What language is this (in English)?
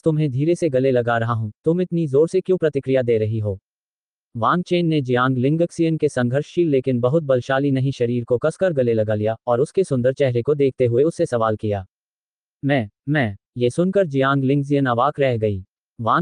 Hindi